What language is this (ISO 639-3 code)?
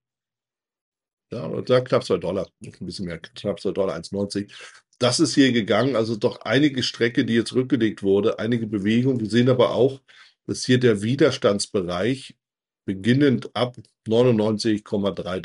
deu